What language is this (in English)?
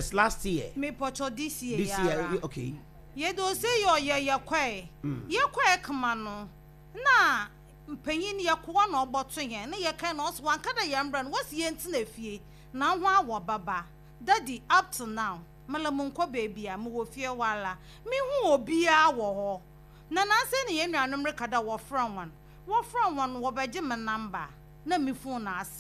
Akan